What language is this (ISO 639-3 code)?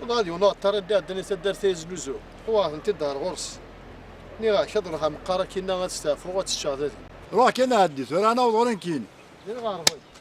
kab